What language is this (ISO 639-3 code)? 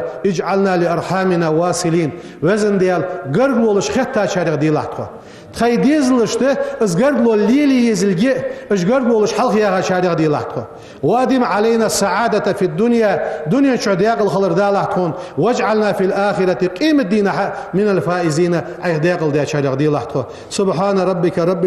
inh